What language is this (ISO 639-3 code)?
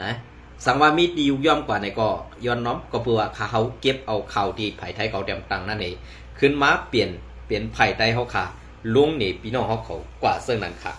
shn